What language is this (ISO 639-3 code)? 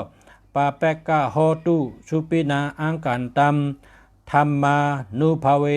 shn